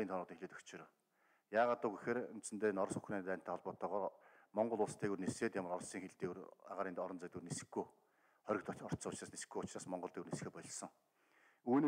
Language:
Mongolian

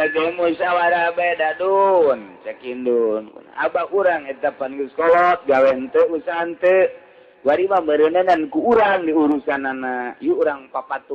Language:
Sundanese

